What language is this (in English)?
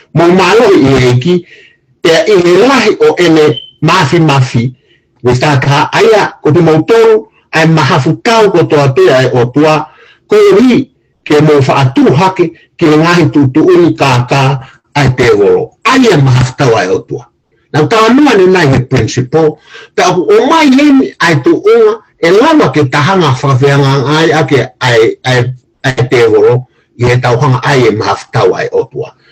Tongan